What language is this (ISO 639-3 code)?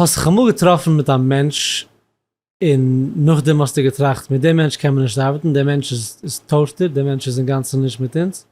yid